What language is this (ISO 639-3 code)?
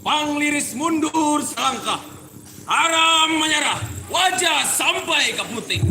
bjn